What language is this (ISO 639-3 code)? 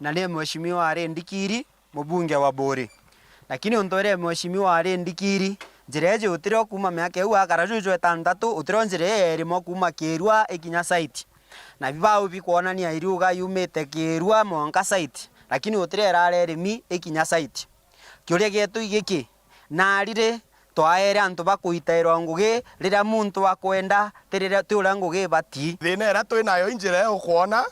mer